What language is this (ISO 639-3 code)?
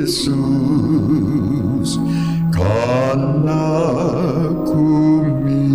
pap